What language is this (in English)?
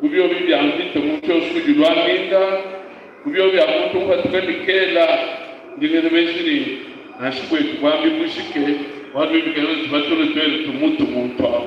Luba-Lulua